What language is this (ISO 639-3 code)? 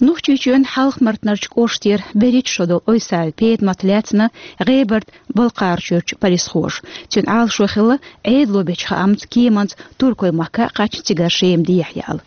che